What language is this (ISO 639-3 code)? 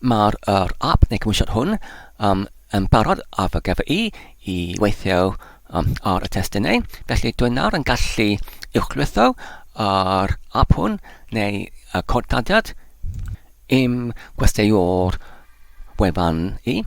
cym